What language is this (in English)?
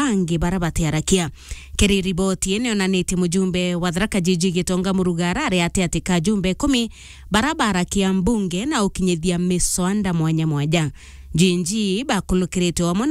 Meru